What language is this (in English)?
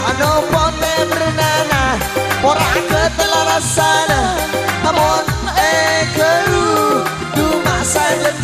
Madurese